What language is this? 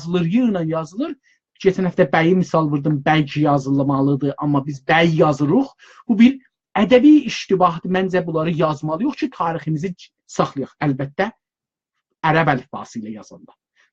South Azerbaijani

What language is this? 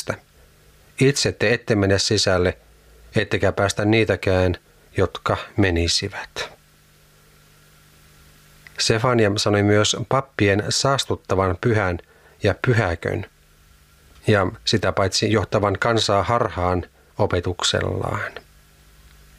Finnish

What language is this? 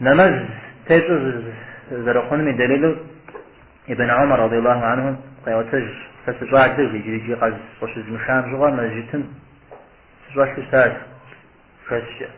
Kabardian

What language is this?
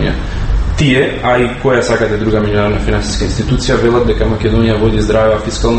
Macedonian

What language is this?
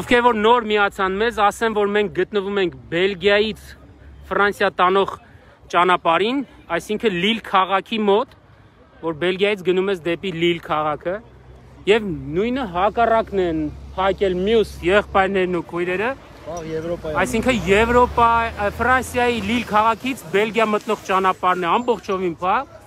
Armenian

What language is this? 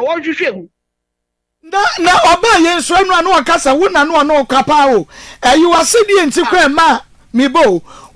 Akan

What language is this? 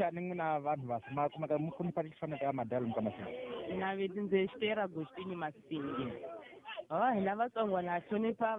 Tsonga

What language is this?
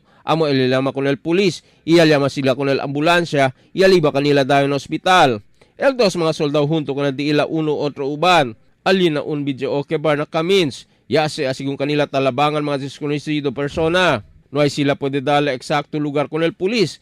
Chavacano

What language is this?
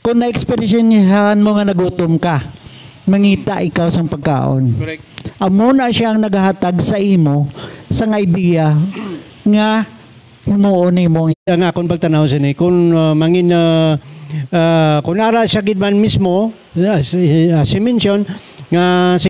Hiligaynon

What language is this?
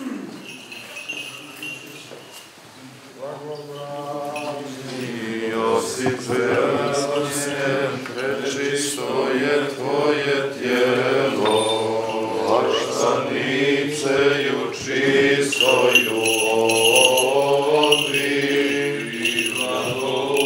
Serbian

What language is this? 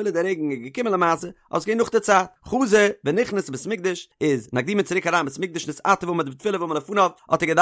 Yiddish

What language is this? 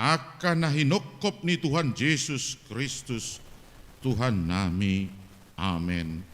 Batak Toba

